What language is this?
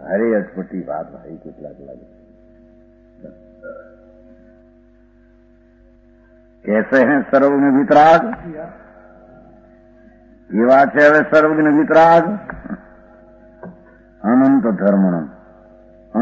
Gujarati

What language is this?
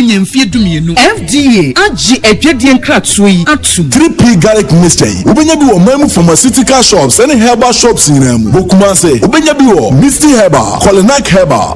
Akan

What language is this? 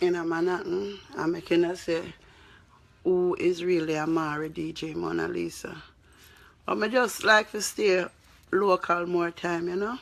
Jamaican Creole English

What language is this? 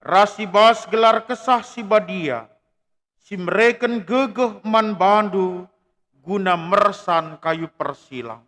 Batak Karo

